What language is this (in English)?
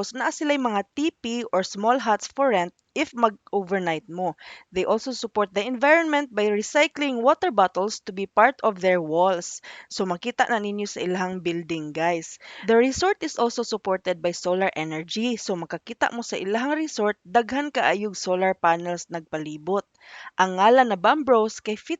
Cebuano